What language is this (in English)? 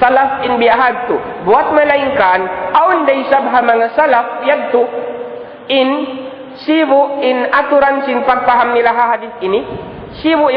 Tausug